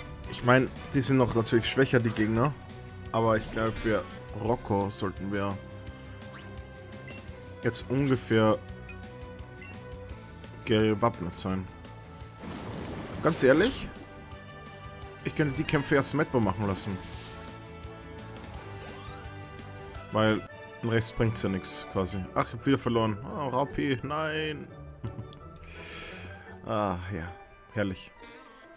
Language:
German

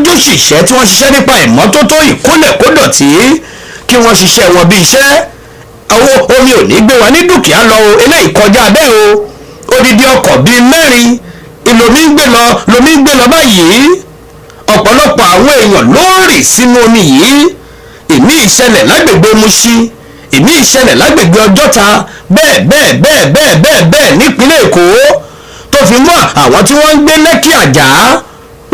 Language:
Yoruba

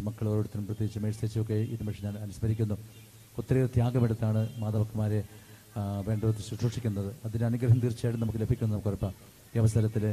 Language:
Malayalam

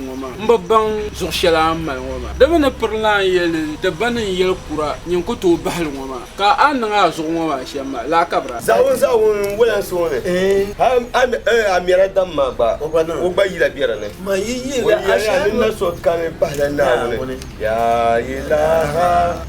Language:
Dagbani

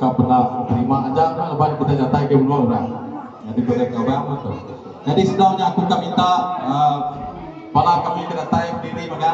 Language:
Iban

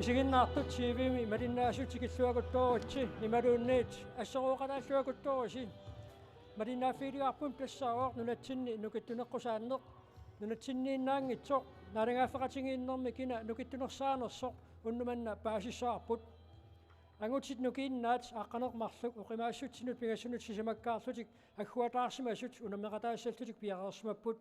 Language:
Kalaallisut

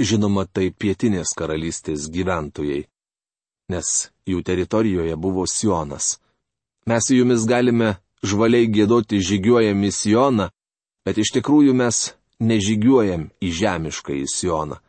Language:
Lithuanian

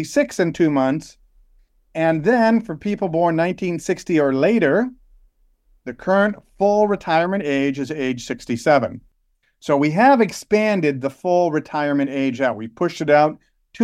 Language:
English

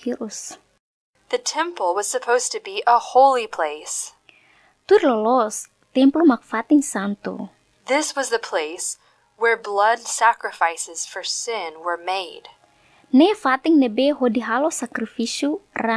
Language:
Tetum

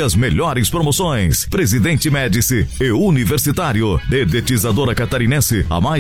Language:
Portuguese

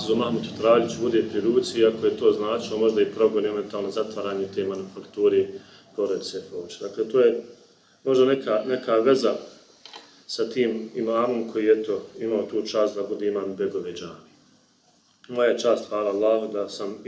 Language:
Bosnian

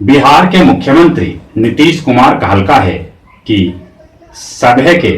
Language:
Magahi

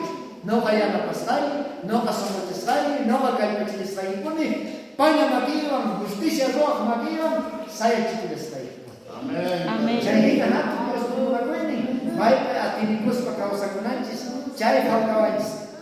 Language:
South Bolivian Quechua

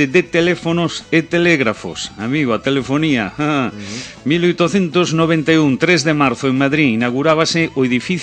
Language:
Galician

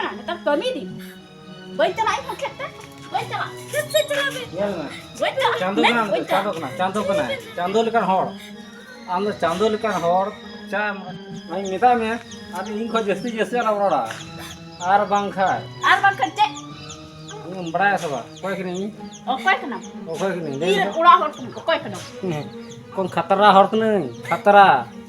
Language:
Santali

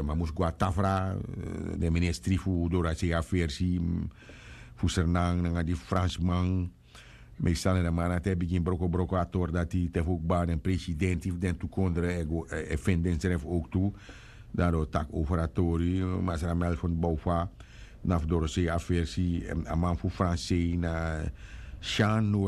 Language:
Sranan Tongo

